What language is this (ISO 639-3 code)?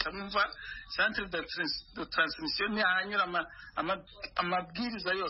kin